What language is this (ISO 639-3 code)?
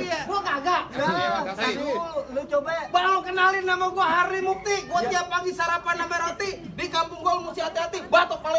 bew